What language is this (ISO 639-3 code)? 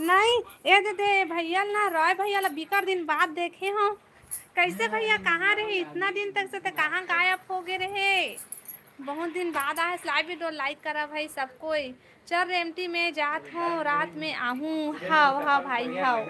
hne